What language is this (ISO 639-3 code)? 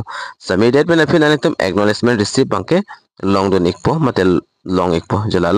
mjw